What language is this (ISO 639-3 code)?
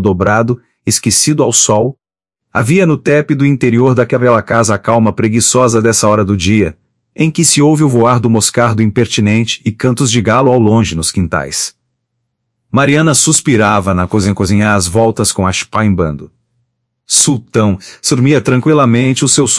por